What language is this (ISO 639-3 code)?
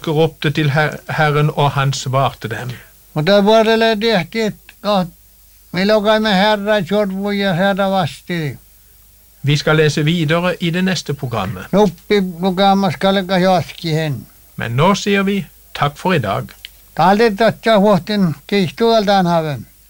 nor